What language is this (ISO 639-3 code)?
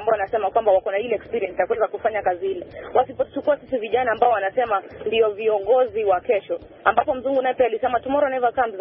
swa